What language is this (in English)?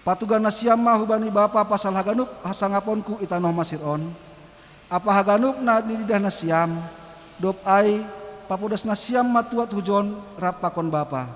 Batak Simalungun